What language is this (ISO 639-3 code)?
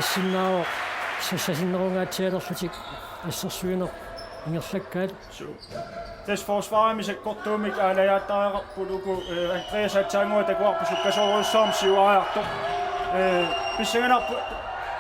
kal